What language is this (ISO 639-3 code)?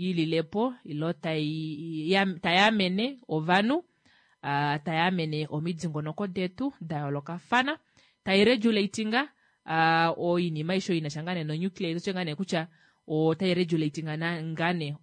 kua